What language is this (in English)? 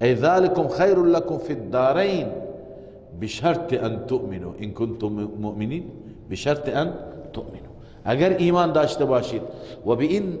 Persian